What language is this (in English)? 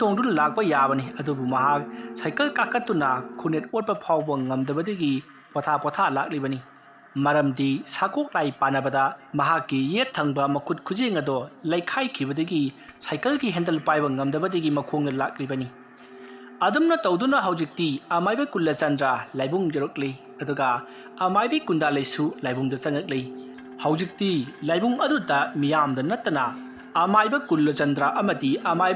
Manipuri